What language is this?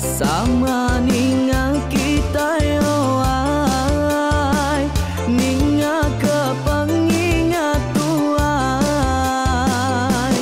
Iban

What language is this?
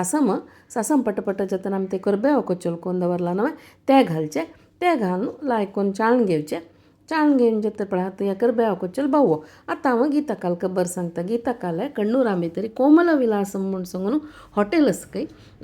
Konkani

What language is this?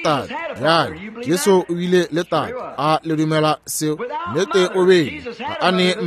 Northern Sotho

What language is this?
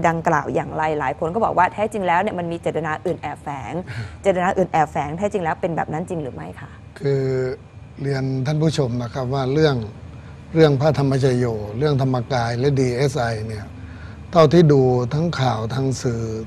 Thai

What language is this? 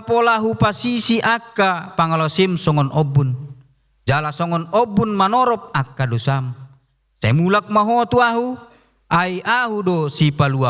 Batak Toba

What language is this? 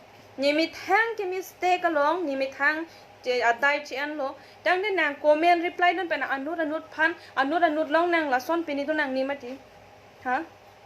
Karbi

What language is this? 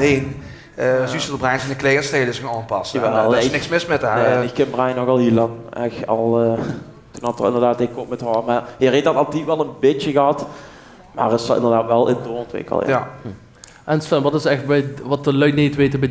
Limburgish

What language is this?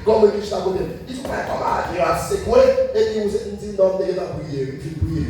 Haitian Creole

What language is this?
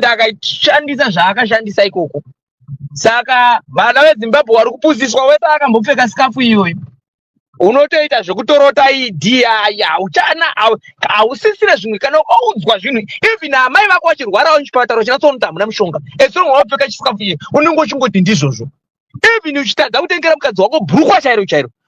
Shona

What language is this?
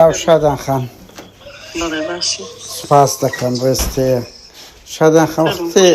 Central Kurdish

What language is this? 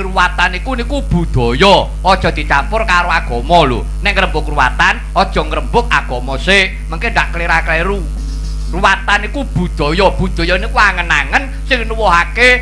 Javanese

